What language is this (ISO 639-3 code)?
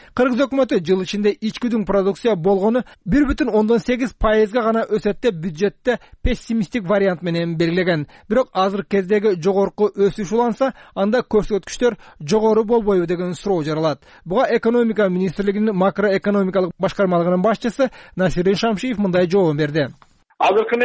kir